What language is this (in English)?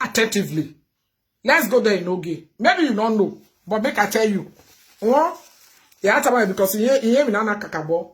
Nigerian Pidgin